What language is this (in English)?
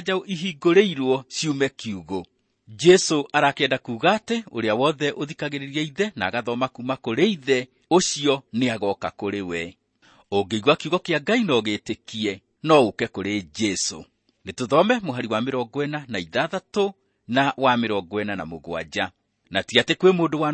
Kikuyu